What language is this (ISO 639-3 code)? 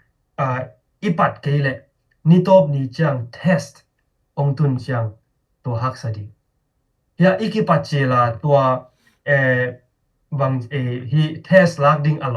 ctd